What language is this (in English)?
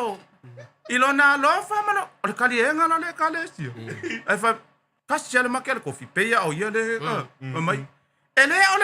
Samoan